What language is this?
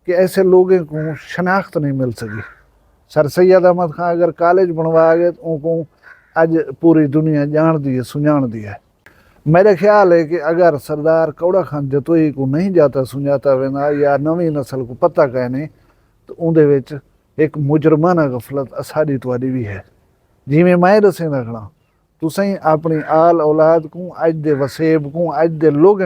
Saraiki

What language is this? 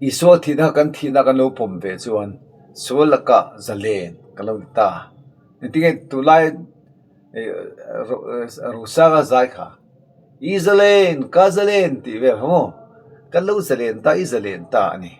Mizo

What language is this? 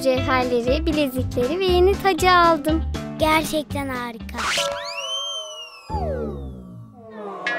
Turkish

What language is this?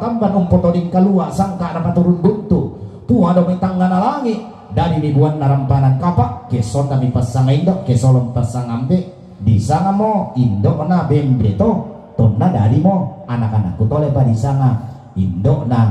Toraja-Sa'dan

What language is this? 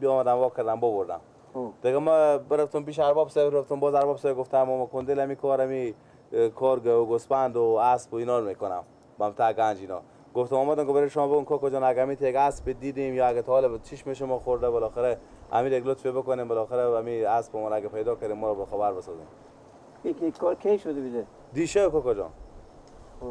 Persian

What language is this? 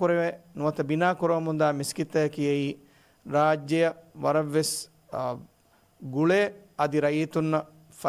Divehi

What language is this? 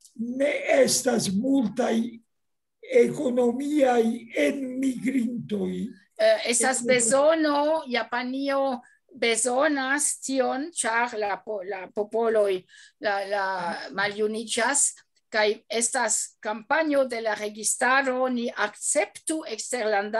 Esperanto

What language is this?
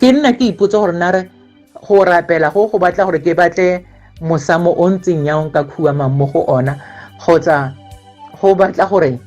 Tswana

